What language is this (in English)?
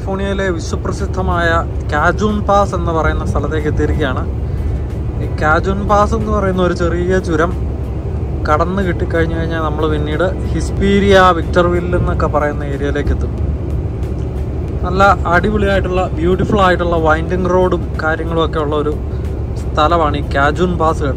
Malayalam